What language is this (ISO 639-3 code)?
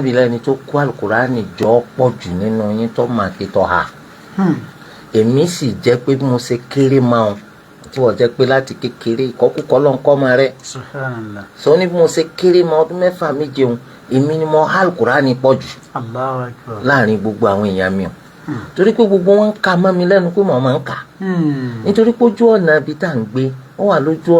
yor